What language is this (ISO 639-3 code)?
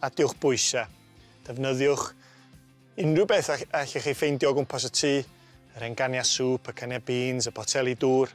cym